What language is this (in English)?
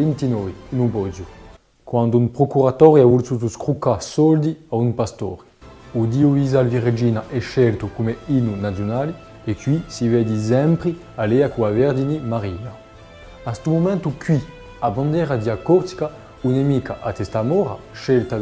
Corsican